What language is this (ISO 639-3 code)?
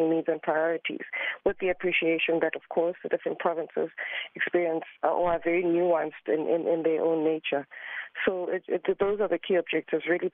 eng